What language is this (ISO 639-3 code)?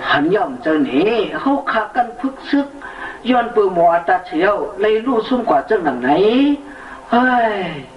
shn